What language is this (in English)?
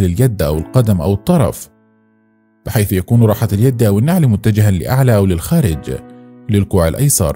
Arabic